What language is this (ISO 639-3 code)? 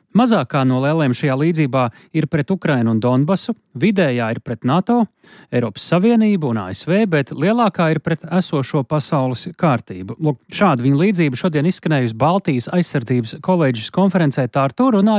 lav